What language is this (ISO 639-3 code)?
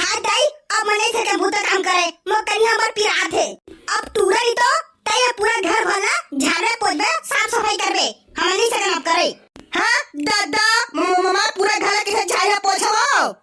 hne